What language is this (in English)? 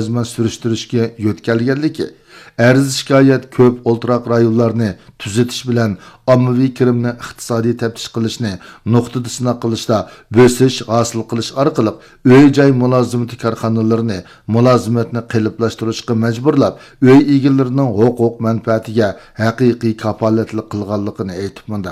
Uyghur